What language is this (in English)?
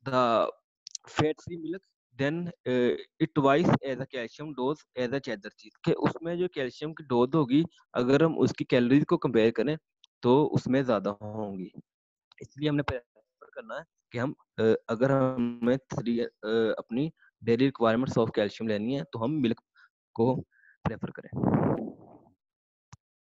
Hindi